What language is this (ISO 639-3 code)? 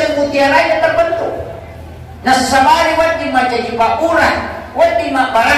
bug